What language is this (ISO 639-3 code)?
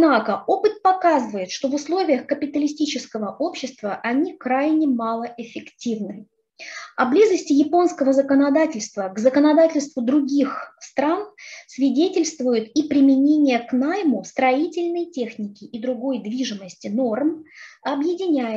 rus